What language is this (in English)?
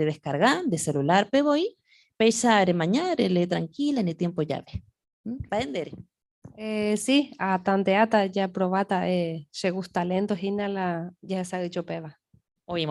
Guarani